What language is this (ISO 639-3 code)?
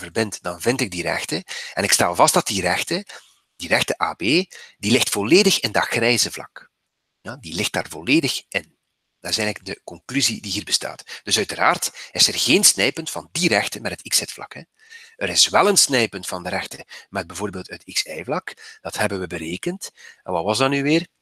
nld